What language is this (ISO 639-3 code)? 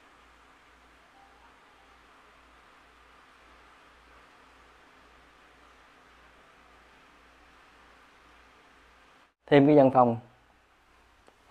vie